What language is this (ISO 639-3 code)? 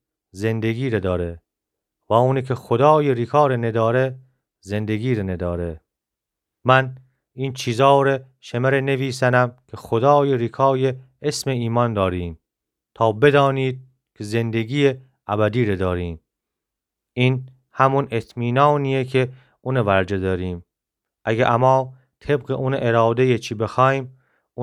glk